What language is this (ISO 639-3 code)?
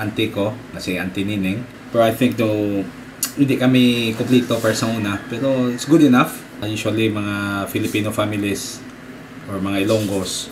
hil